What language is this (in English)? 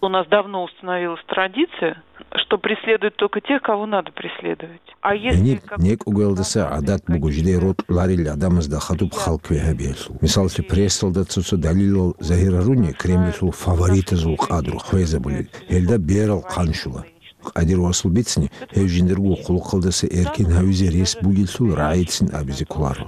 Avaric